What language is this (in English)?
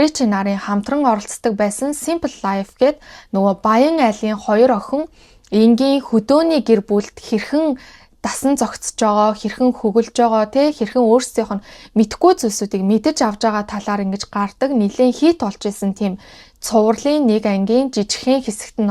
Mongolian